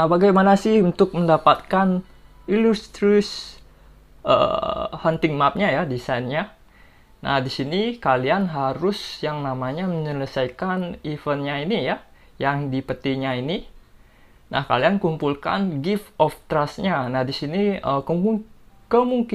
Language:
Indonesian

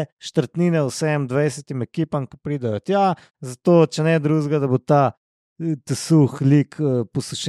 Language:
Slovenian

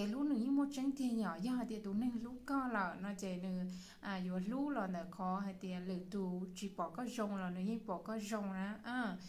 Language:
Hmong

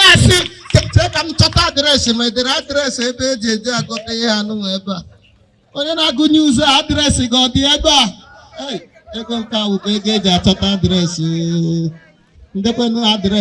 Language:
Igbo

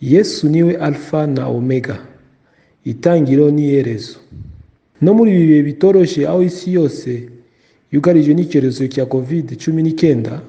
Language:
Kinyarwanda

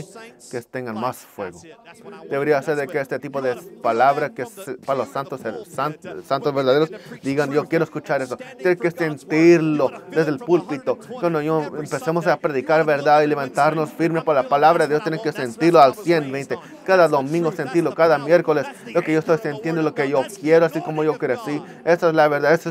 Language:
Spanish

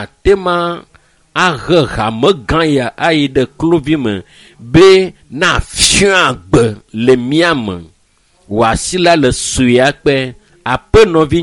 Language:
Ewe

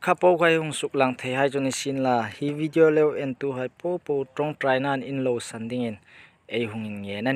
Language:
Hmar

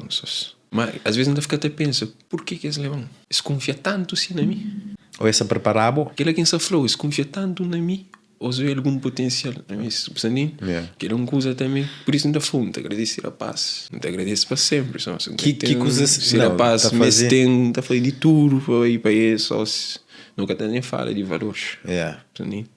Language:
Kabuverdianu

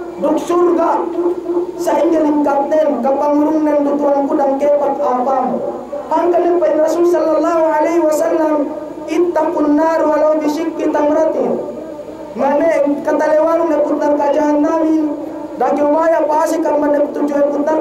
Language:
Yakan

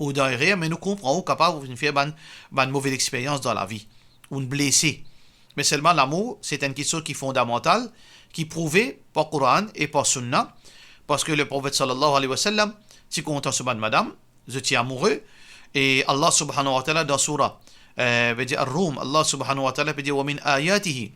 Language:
Morisyen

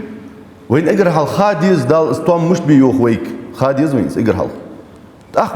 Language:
Ingush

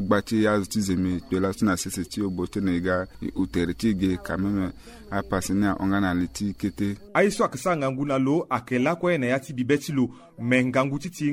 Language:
Sango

